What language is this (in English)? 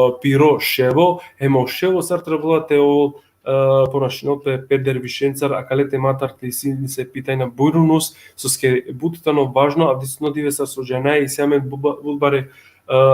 Balkan Romani